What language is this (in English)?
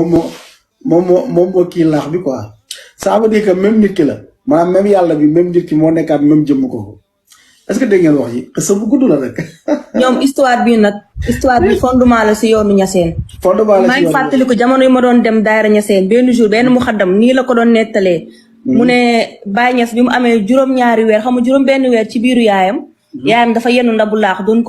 Wolof